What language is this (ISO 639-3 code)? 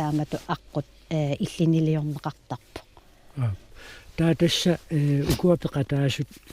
kal